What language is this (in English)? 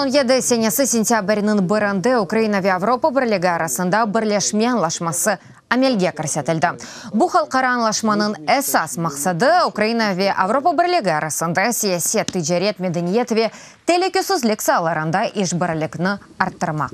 Crimean Tatar